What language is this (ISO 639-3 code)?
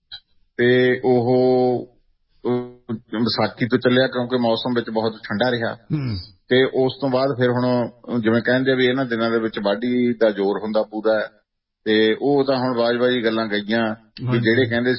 pan